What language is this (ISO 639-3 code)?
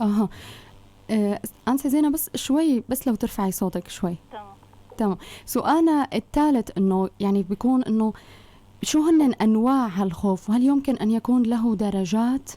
apc